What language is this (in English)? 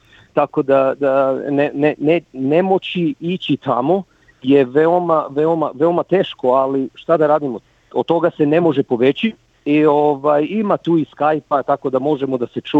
Serbian